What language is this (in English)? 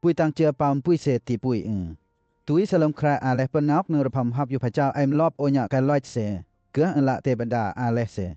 Western Lawa